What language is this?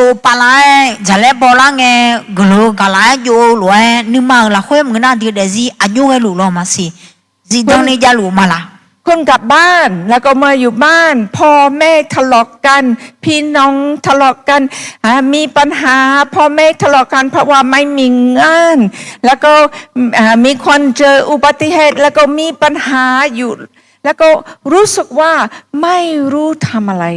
Akha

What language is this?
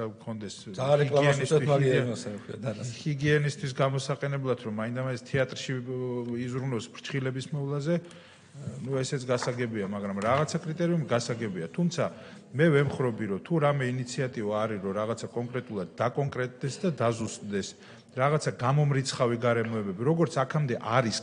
Georgian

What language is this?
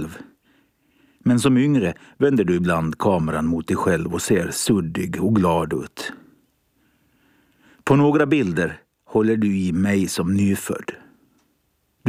Swedish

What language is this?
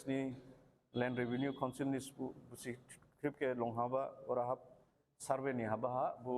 Dimasa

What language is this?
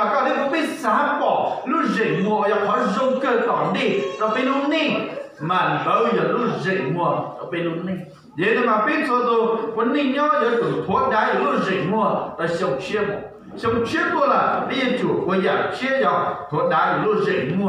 Hmong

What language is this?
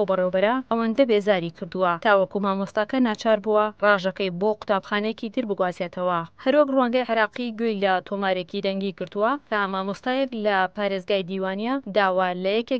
Central Kurdish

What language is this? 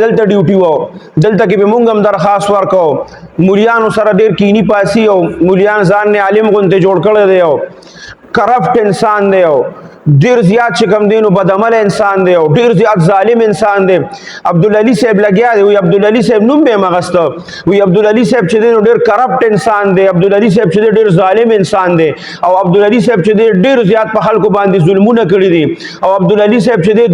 Pashto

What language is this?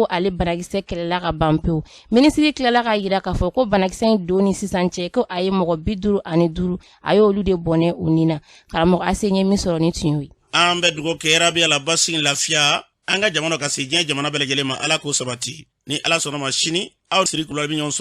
Bambara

